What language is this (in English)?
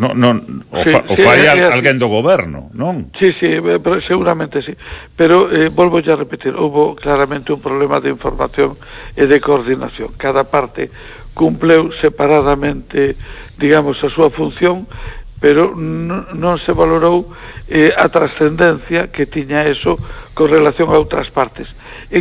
Galician